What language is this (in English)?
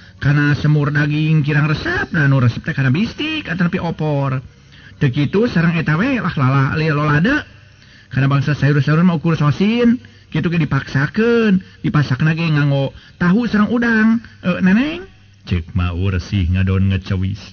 Sundanese